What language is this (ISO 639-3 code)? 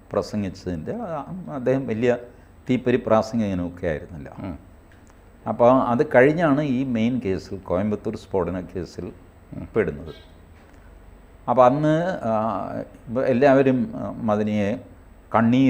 mal